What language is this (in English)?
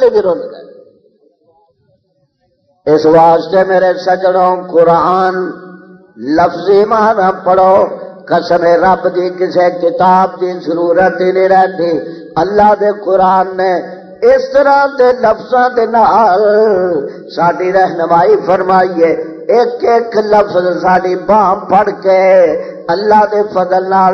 Western Panjabi